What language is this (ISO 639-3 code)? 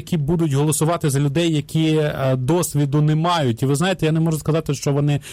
ukr